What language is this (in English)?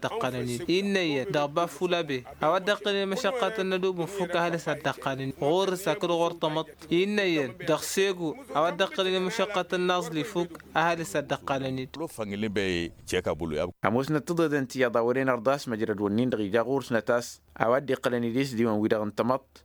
Tamasheq